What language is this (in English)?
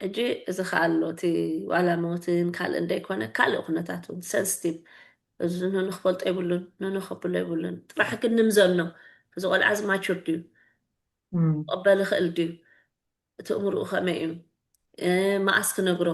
Tigrinya